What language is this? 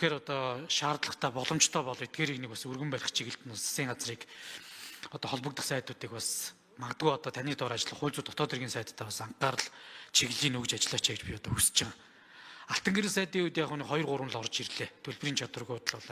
Mongolian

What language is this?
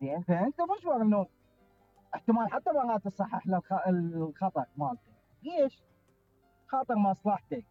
Mesopotamian Arabic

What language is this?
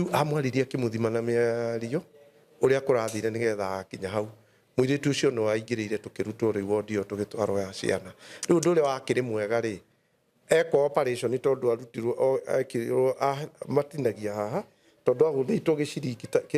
Kikuyu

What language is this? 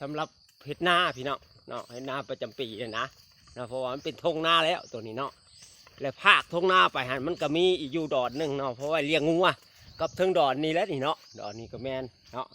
Lao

